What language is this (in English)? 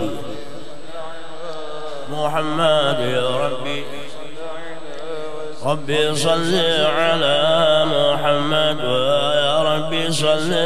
Arabic